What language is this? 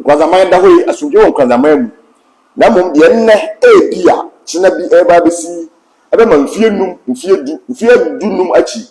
Akan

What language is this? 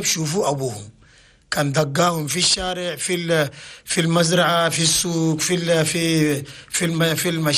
Chadian Arabic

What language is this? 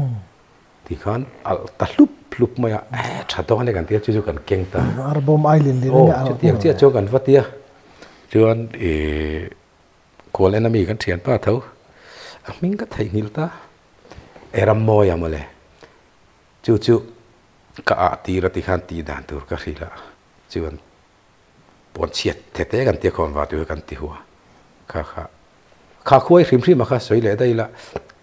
Mizo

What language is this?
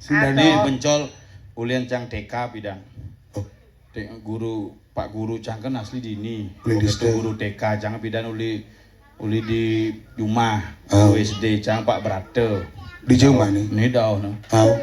Balinese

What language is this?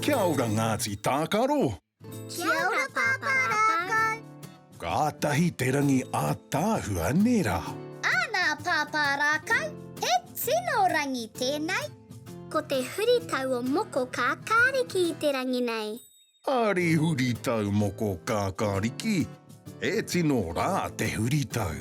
Māori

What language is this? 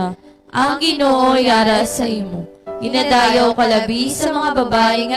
Hiligaynon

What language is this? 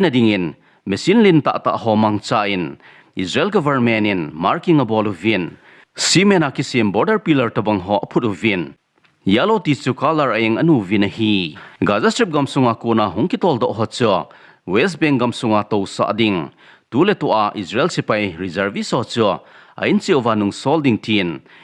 Thado Chin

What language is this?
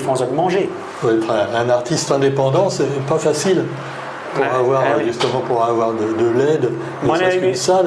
Réunion Creole French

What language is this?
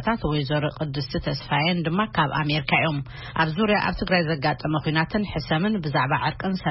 Tigrinya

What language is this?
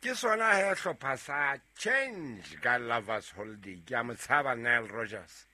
Southern Sotho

